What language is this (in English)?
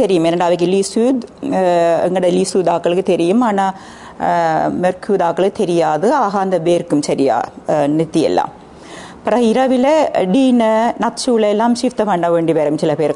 Tamil